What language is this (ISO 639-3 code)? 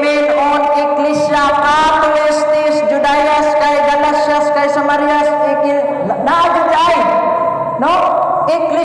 ceb